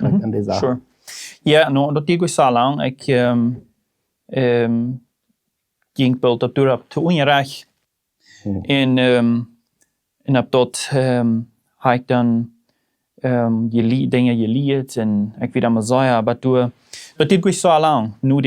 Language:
Plautdietsch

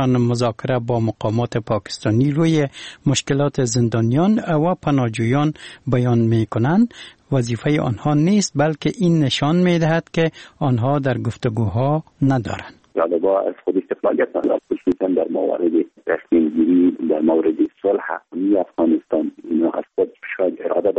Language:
Persian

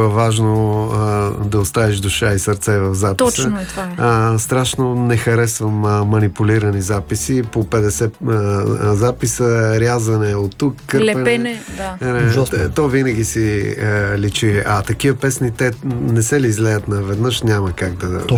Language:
Bulgarian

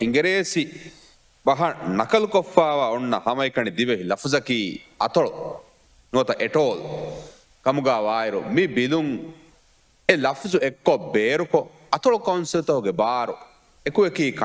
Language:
Divehi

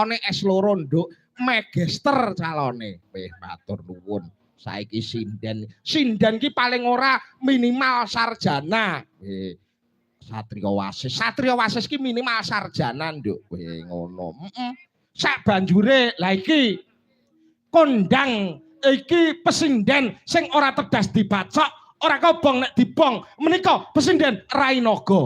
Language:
Javanese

